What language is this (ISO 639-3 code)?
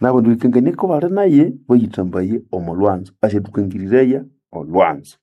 nnb